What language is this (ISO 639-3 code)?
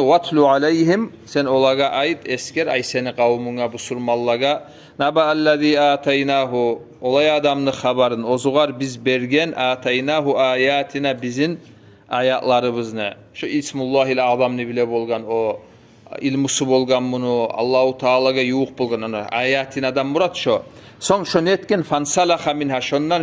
kum